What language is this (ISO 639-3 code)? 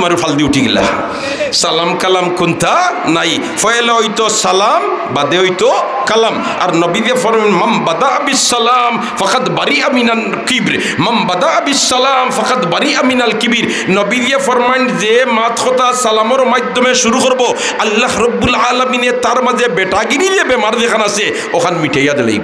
syl